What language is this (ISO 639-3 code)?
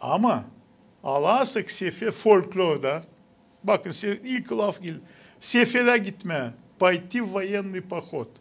gag